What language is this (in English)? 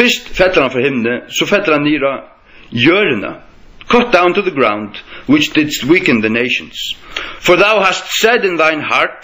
Faroese